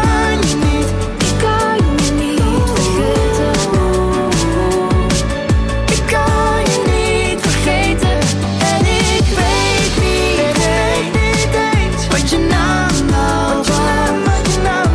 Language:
Dutch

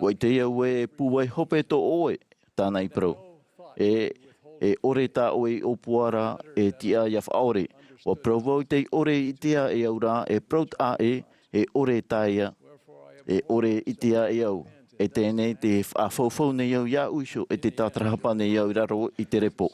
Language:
Tahitian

